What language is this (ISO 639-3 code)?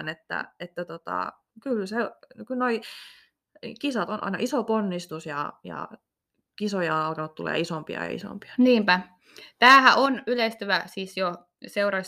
fin